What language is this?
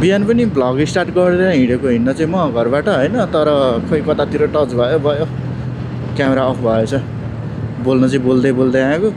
Nepali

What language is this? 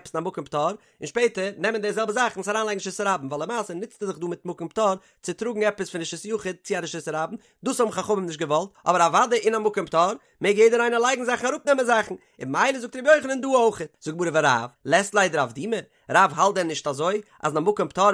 Yiddish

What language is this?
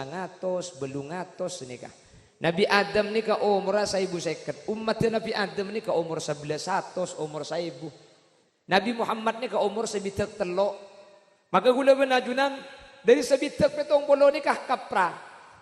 Madurese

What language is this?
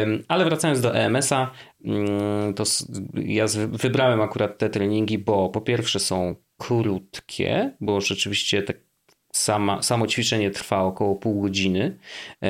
Polish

